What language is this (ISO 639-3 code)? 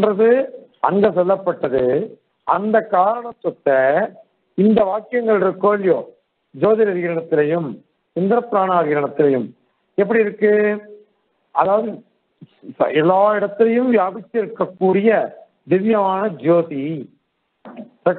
tam